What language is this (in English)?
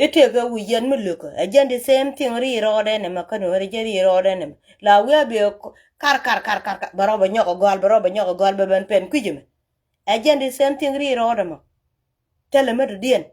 Nuer